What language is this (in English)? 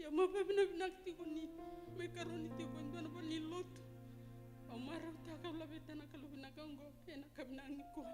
Fijian